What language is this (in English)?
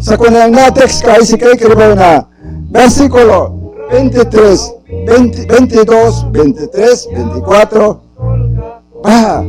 Mískito